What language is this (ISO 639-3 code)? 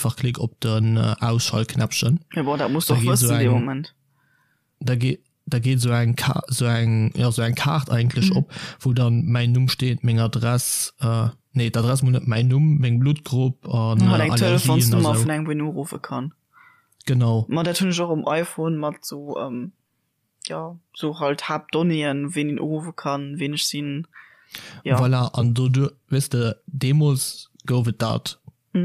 ltz